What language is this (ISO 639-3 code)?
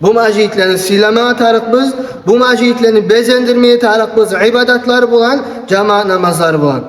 kum